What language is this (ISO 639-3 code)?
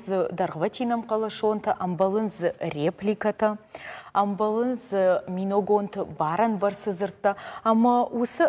oss